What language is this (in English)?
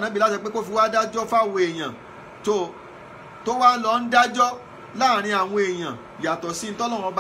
Yoruba